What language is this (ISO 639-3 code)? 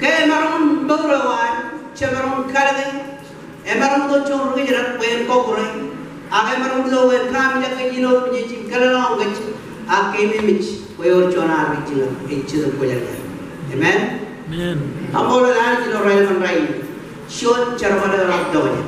mah